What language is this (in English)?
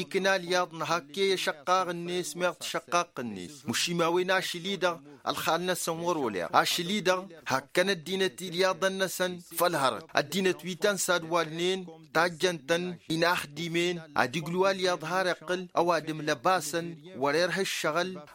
Tamasheq